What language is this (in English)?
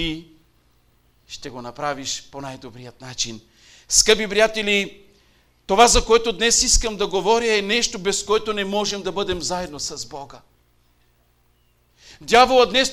Bulgarian